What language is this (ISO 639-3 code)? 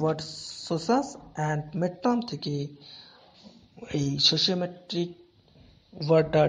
ben